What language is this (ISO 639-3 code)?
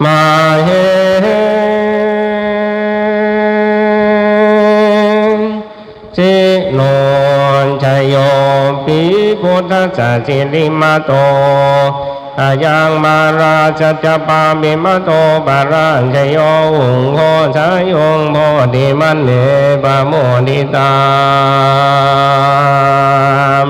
pli